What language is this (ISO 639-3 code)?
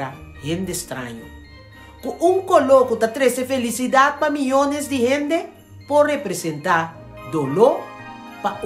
pap